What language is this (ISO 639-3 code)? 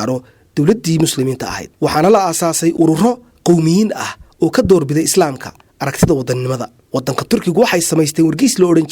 som